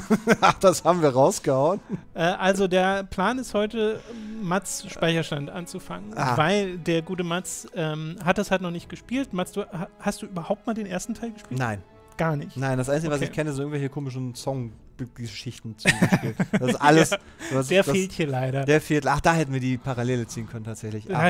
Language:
German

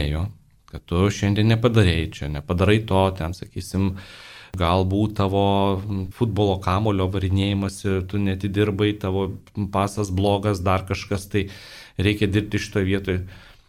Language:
Lithuanian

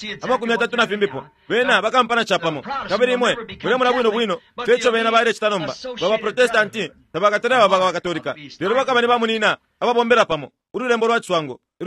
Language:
Bemba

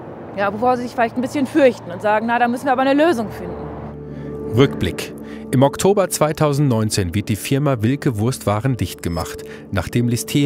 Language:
German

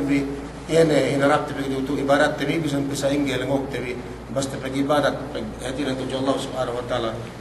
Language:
Yakan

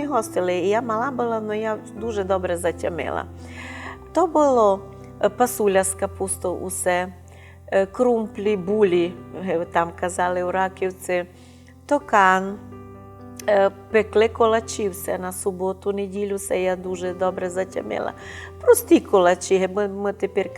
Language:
Rusyn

